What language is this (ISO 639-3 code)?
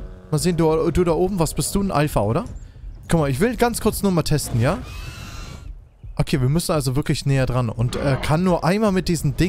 deu